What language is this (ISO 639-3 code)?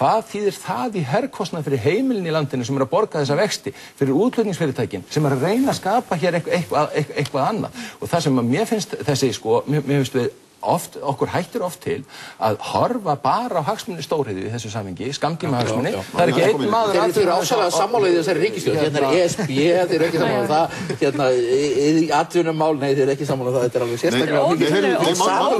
isl